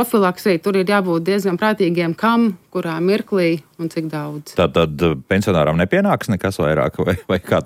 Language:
Latvian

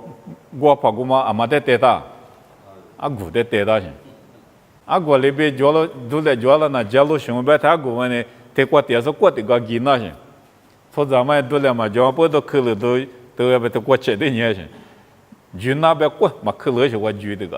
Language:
Lisu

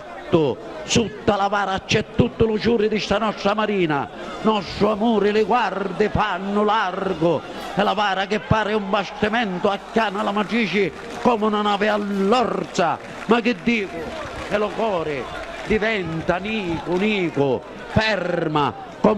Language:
Sicilian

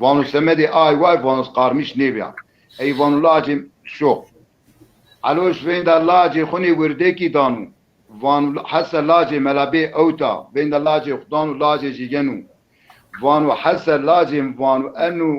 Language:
Zaza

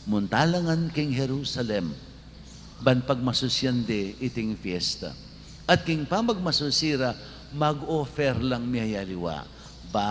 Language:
Pampanga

